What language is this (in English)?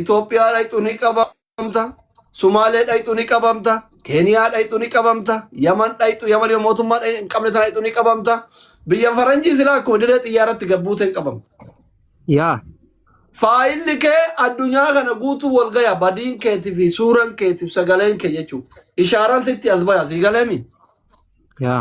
Oromo